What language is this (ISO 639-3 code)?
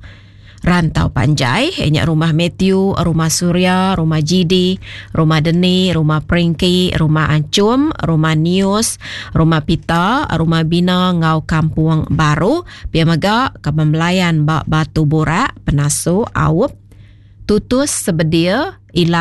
iba